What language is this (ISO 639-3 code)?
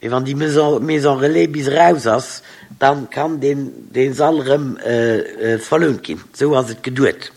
ltz